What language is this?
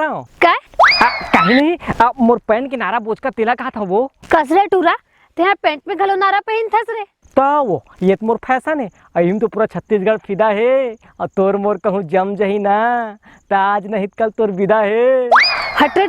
Chhattisgarhi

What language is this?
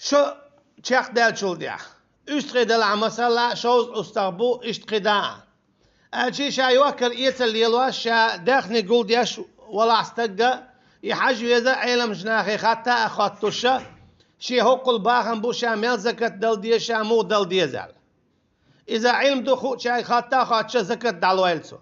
Chechen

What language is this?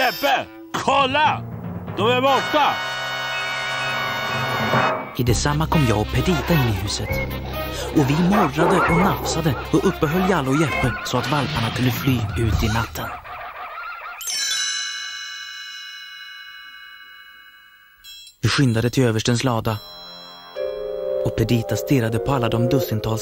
Swedish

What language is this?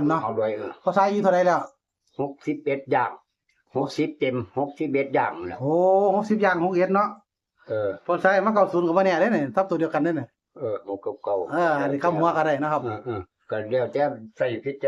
Northeastern Thai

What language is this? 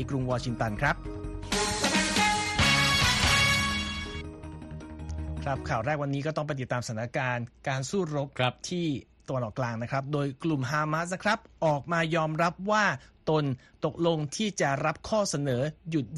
Thai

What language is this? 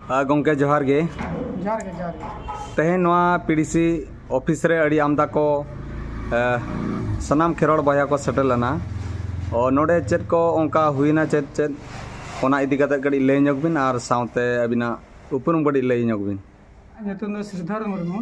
Santali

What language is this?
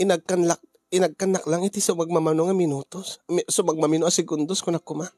Iloko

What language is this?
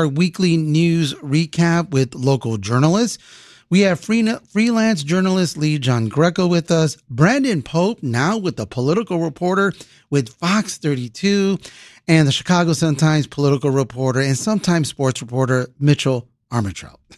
English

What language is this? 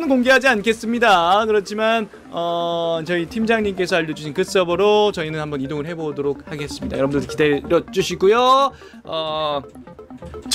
Korean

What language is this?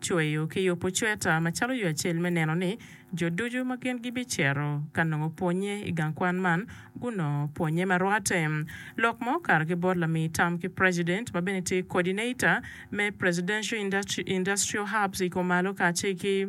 Acoli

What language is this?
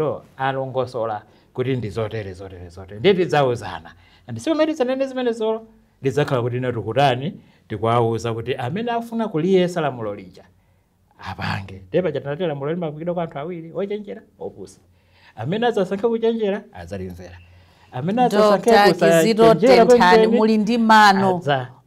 Nyanja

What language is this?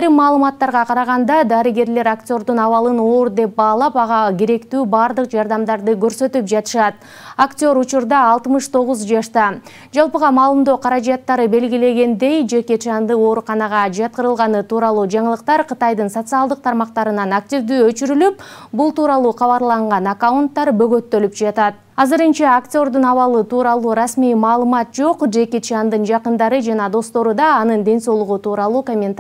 Kyrgyz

